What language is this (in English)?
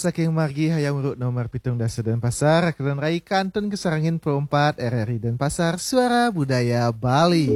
Balinese